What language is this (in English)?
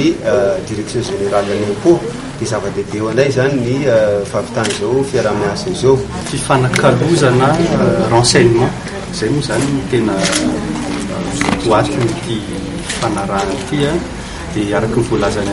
Malagasy